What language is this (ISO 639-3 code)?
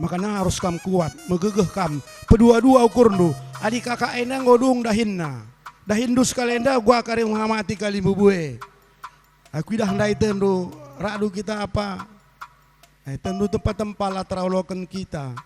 btx